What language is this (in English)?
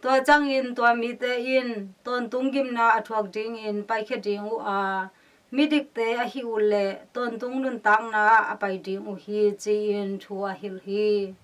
Tedim Chin